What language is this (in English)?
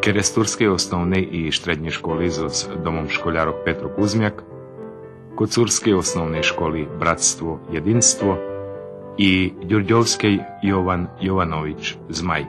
Rusyn